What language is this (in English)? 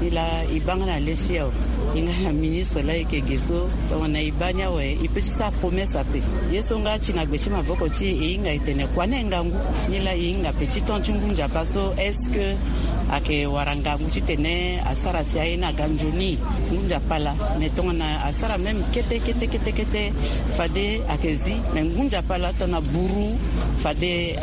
Sango